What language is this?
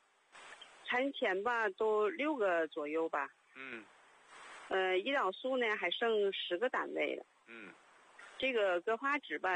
Chinese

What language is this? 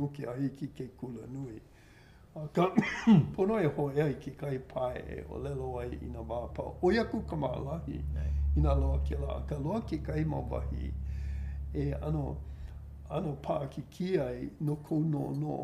Hawaiian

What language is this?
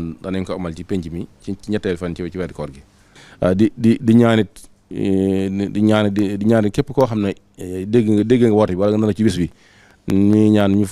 Wolof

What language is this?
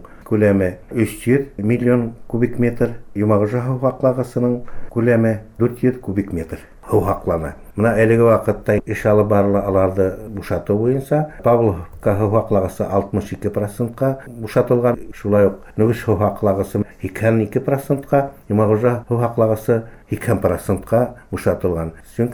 Bashkir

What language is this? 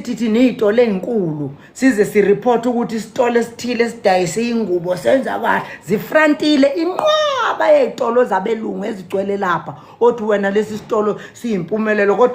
Zulu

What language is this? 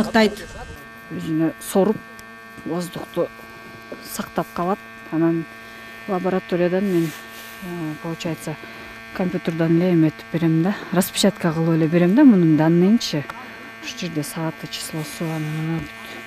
Kyrgyz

